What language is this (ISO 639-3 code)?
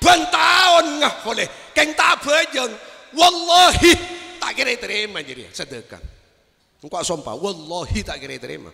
mad